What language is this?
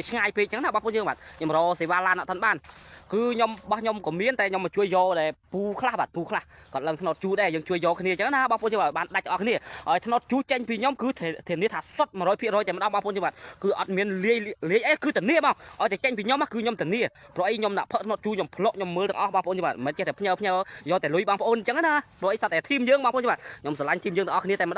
Khmer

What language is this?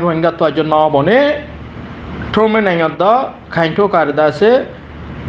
Rohingya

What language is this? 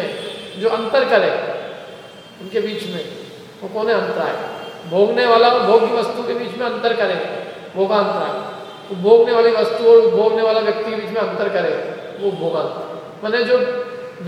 Hindi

